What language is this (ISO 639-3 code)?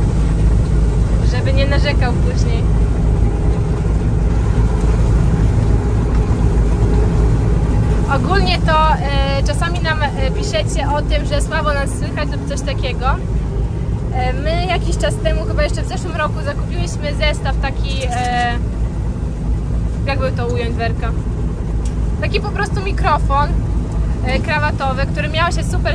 pol